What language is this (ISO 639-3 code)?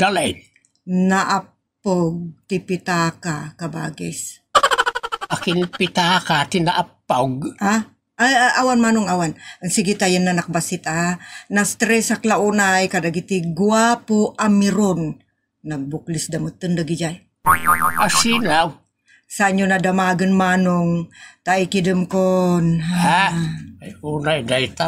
ilo